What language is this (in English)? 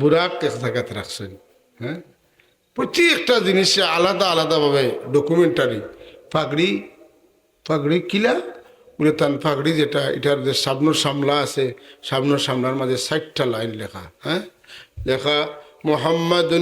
Sylheti